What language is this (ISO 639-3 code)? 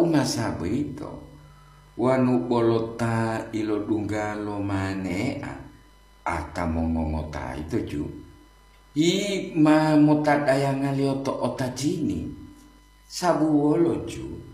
gor